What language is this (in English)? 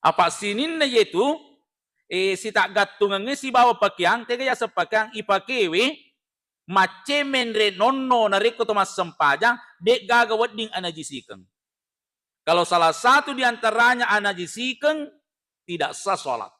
Buginese